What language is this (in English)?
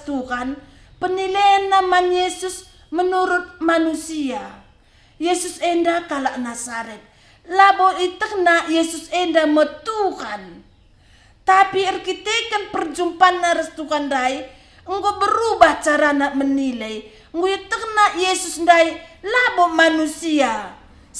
Batak Karo